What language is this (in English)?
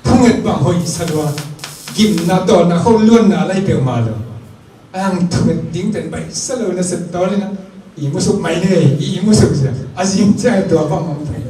Tedim Chin